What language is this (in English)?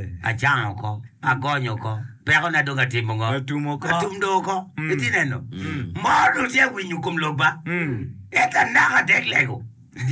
Acoli